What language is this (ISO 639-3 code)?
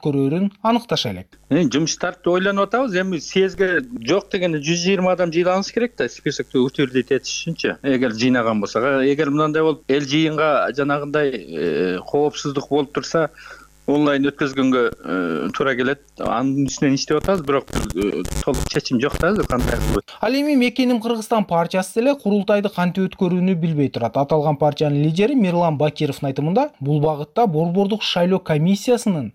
kir